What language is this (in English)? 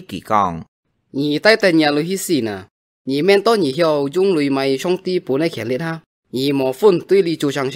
Hakka Chinese